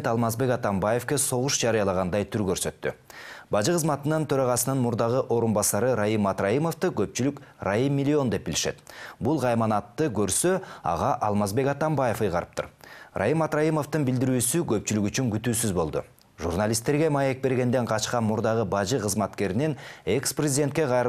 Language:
Kyrgyz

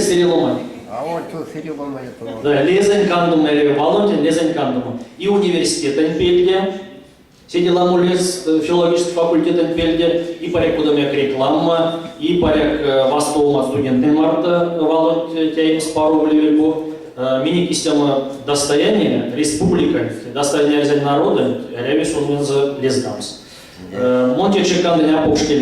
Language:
Erzya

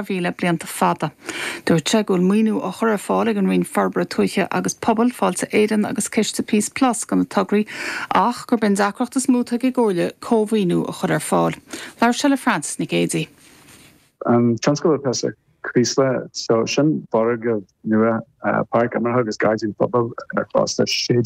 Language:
Irish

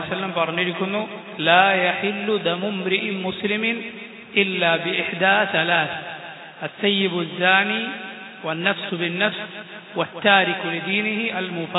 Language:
Malayalam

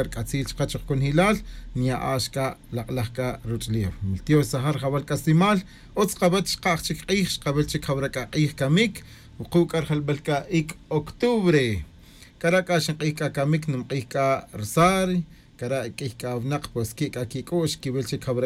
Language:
Tz'utujil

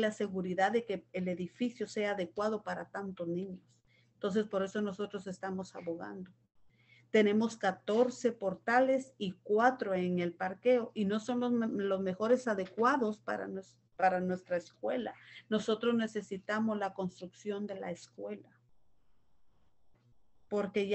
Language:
Spanish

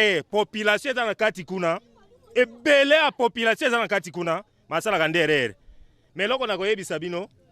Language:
Lingala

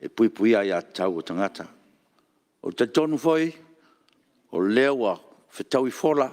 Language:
Samoan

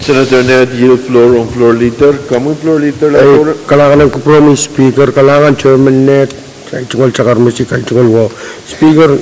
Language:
Pohnpeian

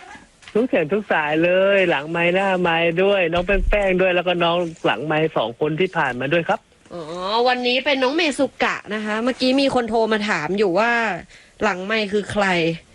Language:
Thai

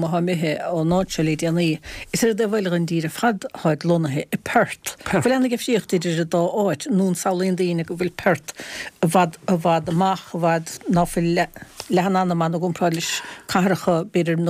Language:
Irish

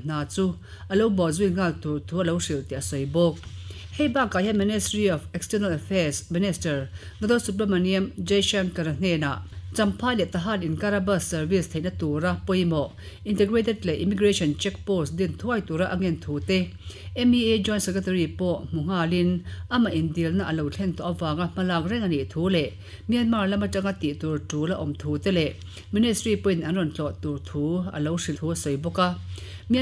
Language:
Mizo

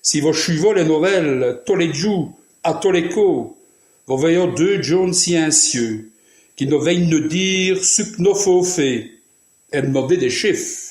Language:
Walloon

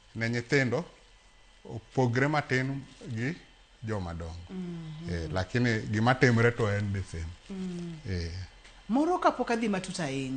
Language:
Luo (Kenya and Tanzania)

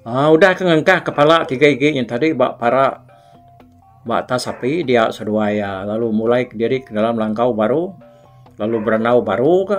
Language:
Iban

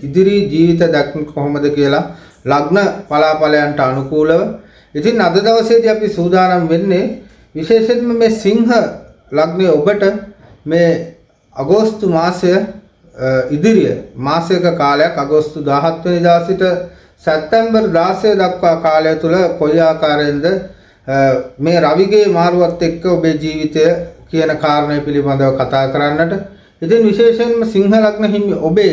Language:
Sinhala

